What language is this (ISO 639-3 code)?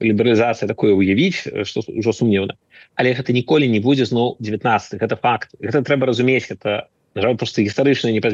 bel